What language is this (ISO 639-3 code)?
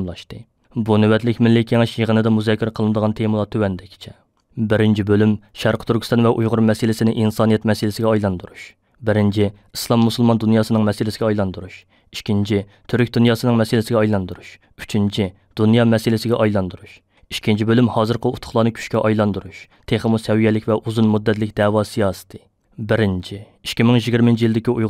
uig